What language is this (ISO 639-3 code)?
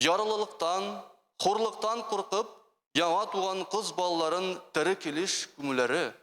tat